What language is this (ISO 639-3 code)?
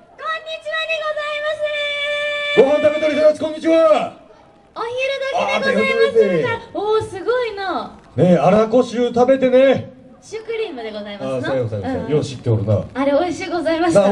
jpn